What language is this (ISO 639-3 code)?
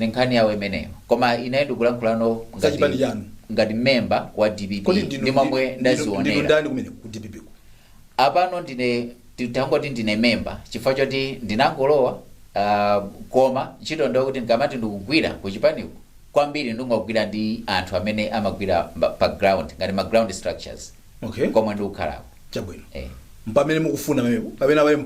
nya